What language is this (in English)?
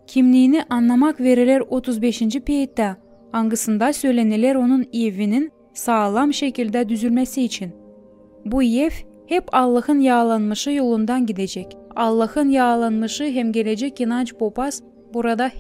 Gagauz